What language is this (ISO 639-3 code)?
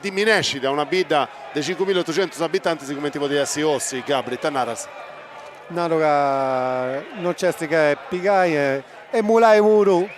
srd